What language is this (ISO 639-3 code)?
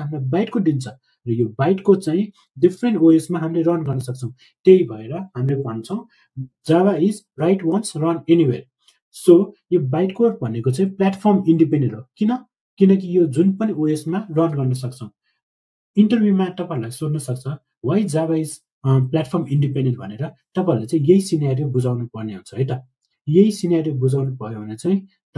nep